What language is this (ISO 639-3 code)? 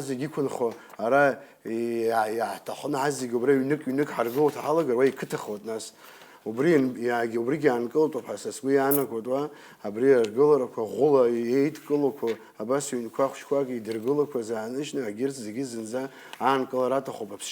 abk